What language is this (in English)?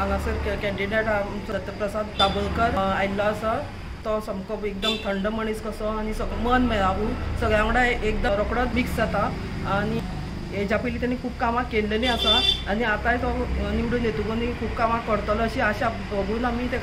Konkani